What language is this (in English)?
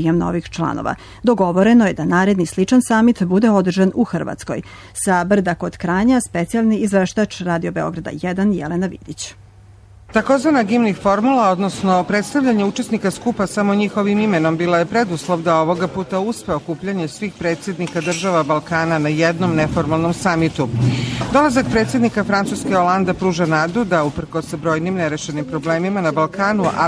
Serbian